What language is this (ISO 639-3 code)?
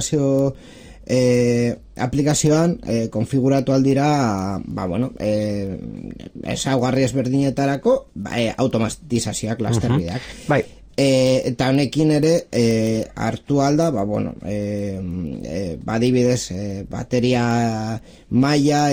eus